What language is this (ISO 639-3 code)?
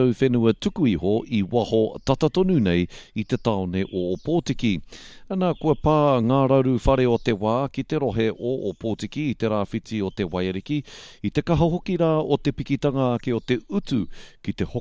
mri